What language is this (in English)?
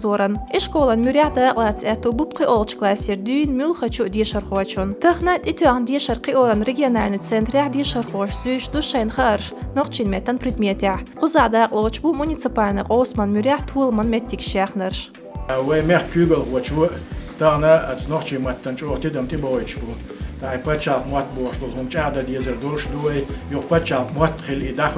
Chechen